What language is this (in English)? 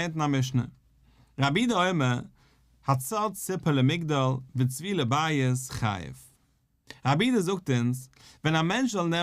Yiddish